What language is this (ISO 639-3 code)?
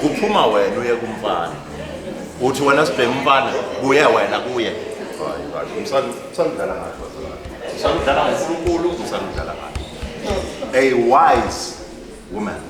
zul